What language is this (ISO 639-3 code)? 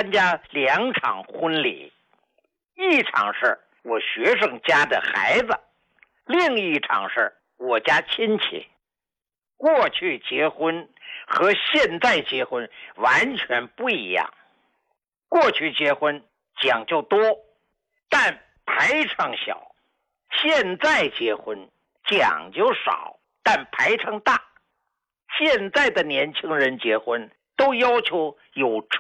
zho